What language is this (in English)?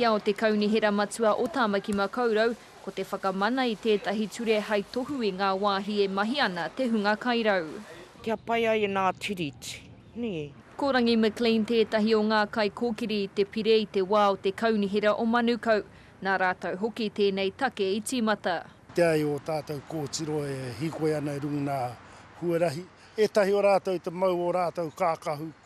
Māori